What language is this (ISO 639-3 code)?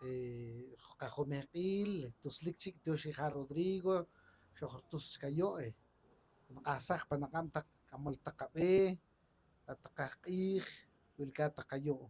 poh